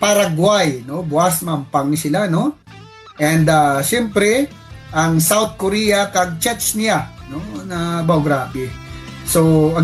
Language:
Hiligaynon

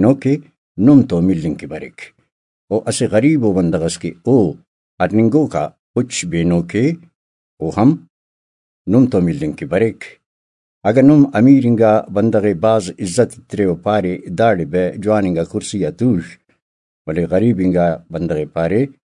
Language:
Brahui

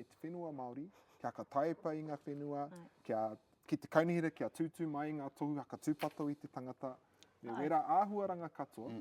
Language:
Māori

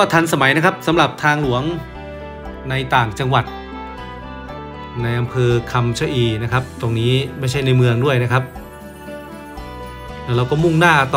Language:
Thai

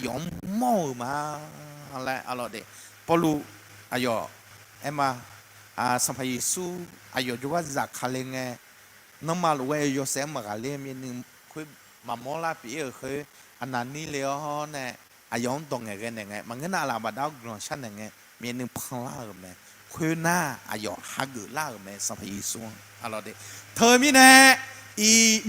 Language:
Akha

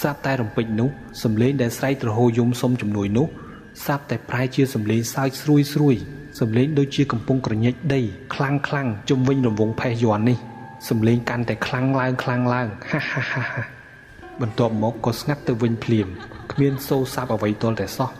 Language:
Khmer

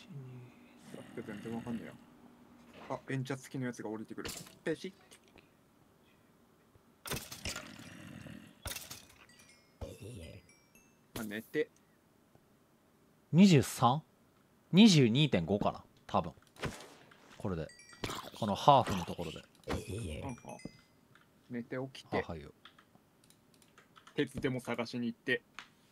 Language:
Japanese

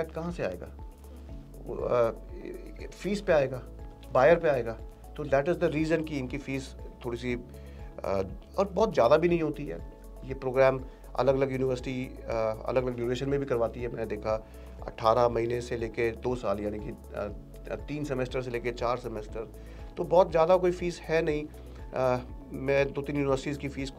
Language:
Hindi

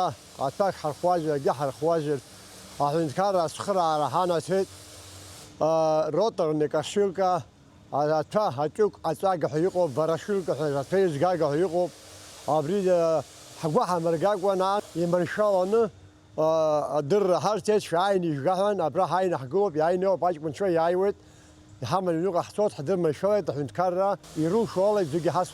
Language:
Abkhazian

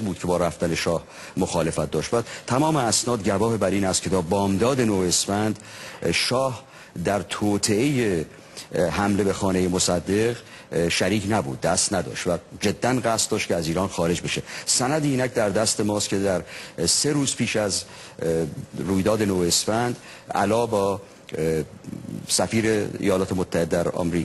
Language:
Persian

